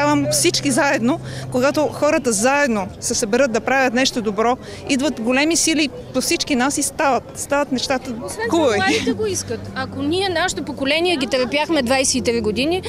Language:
Bulgarian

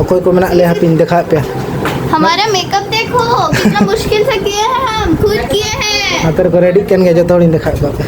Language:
Santali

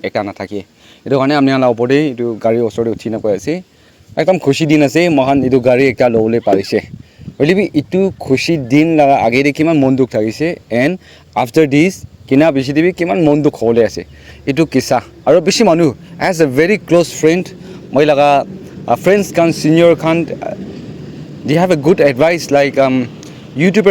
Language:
Naga Pidgin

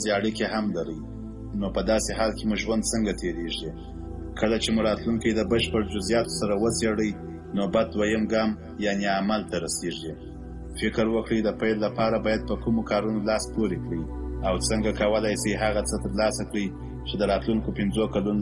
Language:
Pashto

